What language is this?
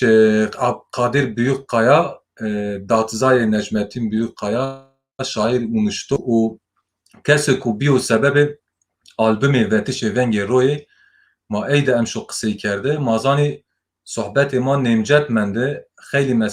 Zaza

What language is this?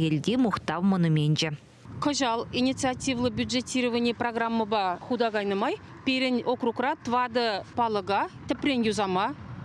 Chuvash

